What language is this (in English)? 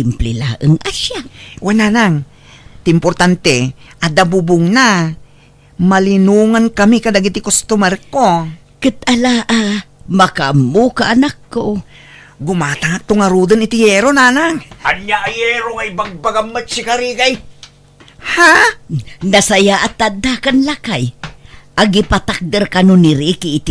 Iloko